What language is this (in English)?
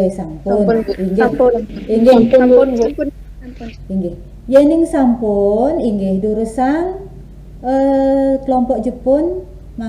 Balinese